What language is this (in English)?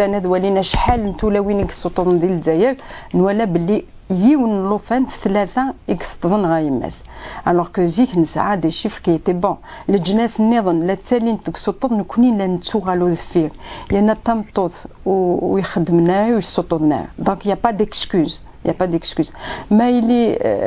Kabyle